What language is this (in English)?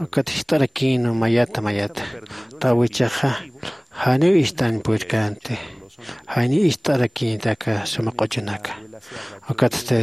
Aymara